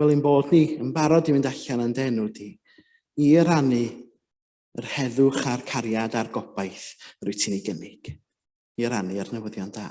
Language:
Welsh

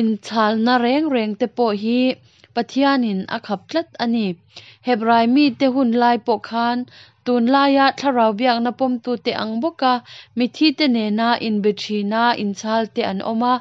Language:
Mizo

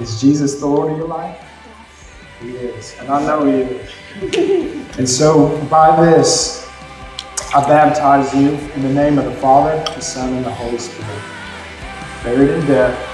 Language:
English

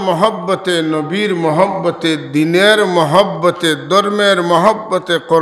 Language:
Sylheti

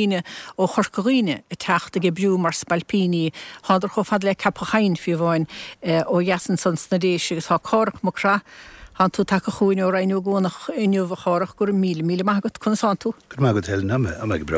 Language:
Irish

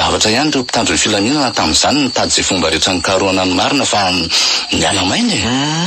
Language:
Malagasy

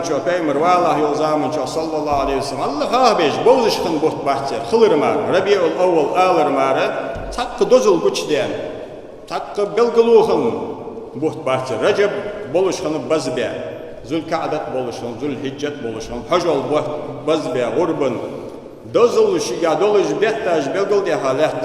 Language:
Ingush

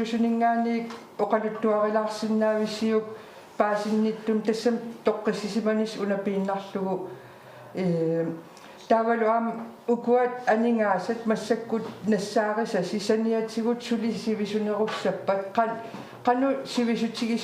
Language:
Kalaallisut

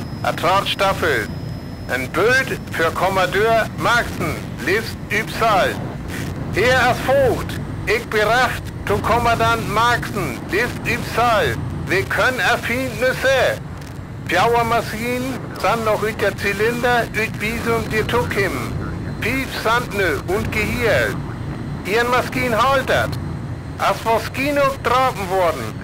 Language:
Northern Frisian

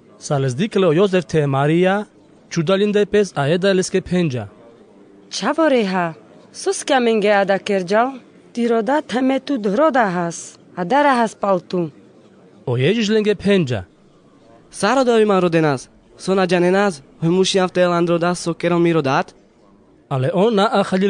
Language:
Carpathian Romani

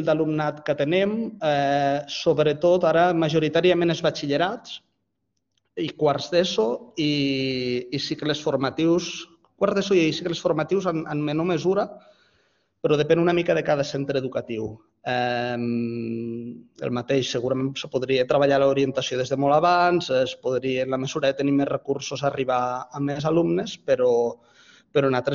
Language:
Catalan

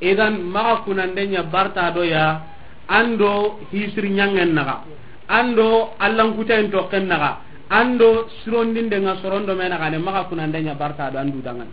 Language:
Soninke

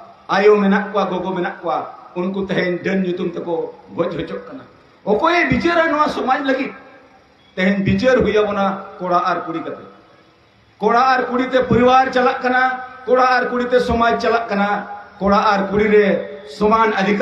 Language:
Santali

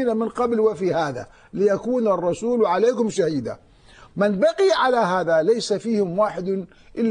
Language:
Arabic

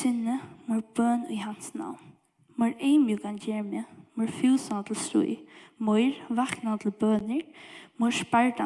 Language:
Faroese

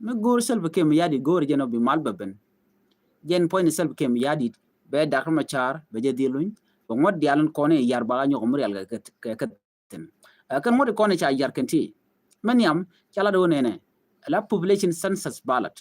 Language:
Nuer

